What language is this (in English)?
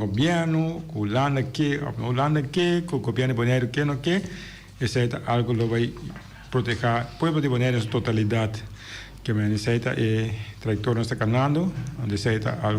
Papiamento